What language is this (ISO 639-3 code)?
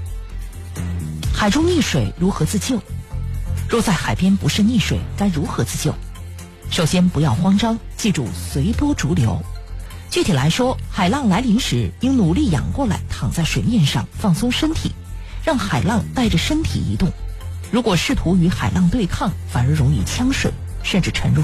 zho